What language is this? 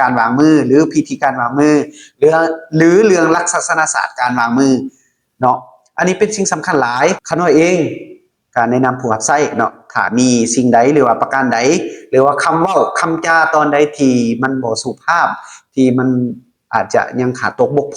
Lao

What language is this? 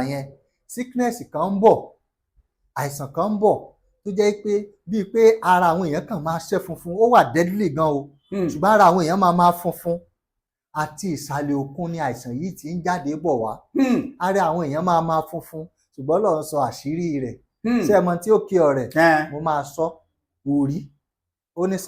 Yoruba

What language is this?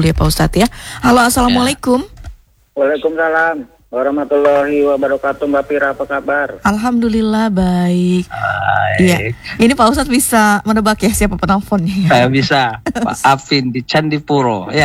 Indonesian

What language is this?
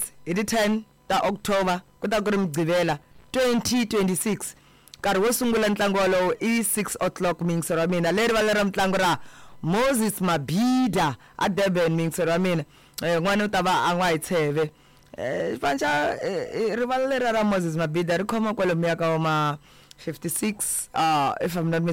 Tsonga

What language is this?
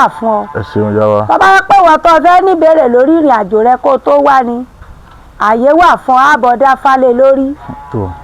Yoruba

